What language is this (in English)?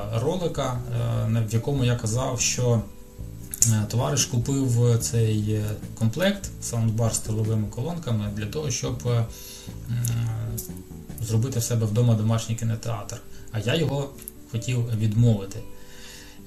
Ukrainian